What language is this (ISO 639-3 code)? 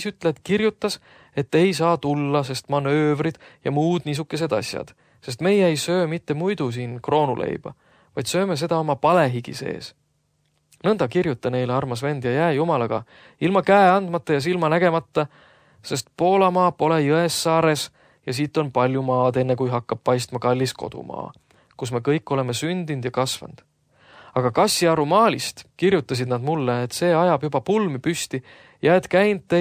est